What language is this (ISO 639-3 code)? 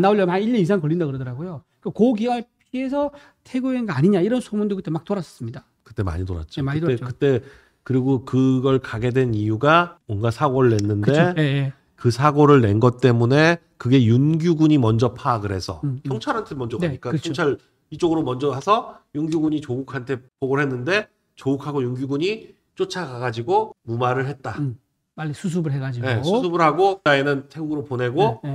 kor